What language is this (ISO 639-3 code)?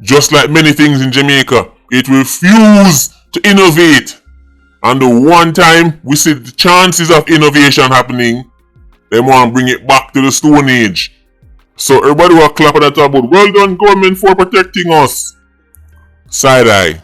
jam